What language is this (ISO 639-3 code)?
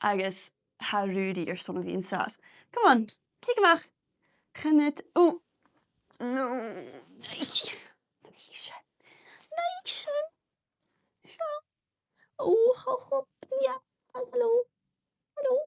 gla